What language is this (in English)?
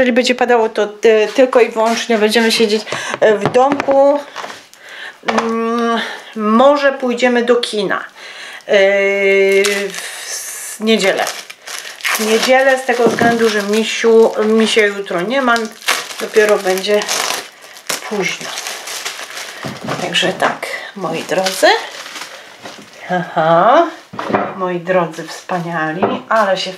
Polish